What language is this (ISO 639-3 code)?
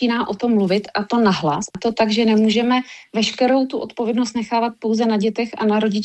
ces